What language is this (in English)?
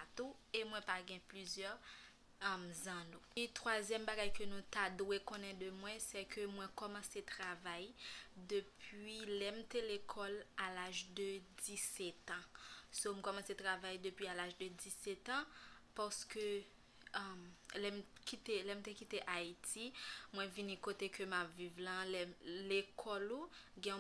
Haitian Creole